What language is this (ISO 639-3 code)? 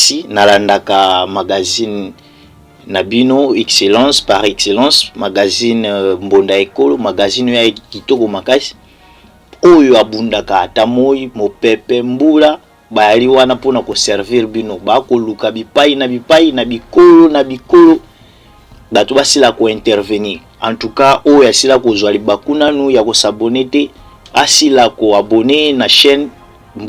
lin